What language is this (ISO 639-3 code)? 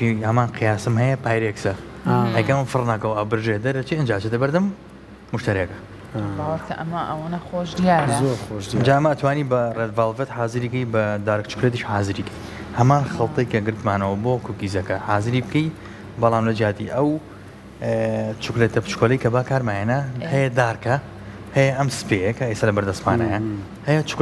ckb